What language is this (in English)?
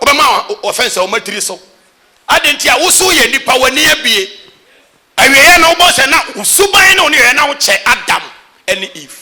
Akan